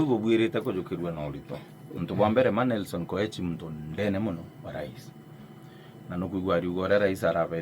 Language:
Meru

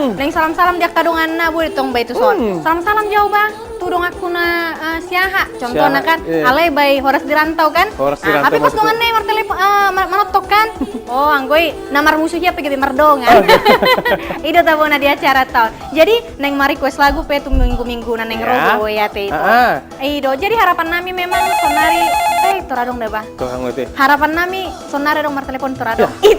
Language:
Batak Toba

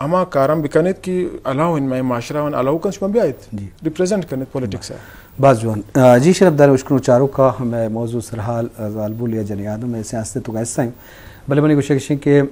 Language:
Eastern Balochi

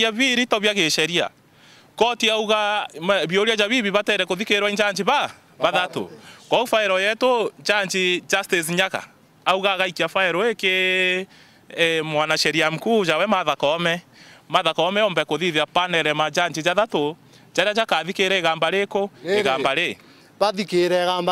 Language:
Meru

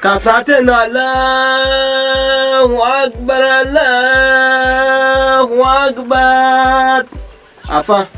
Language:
Dagbani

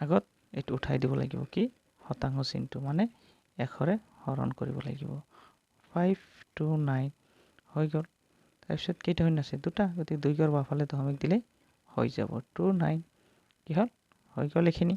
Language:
Assamese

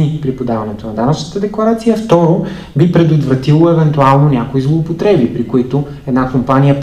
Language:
Bulgarian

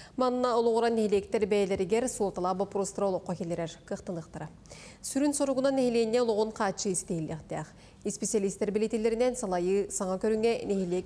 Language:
Yakut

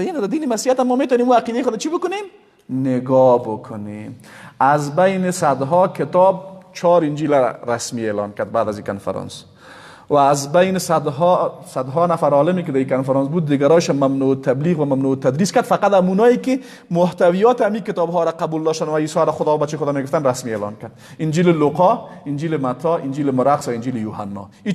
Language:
Persian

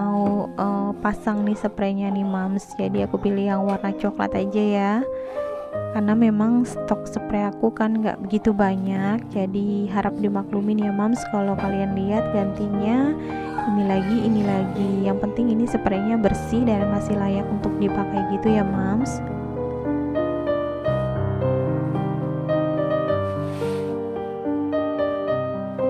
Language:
Indonesian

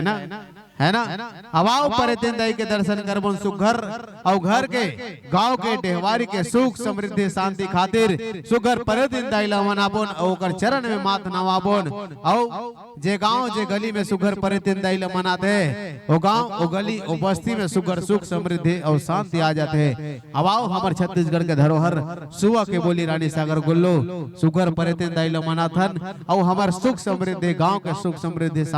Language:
Chhattisgarhi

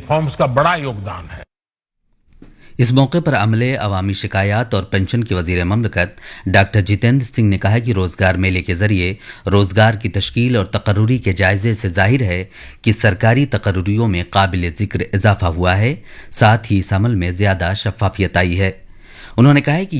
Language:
Urdu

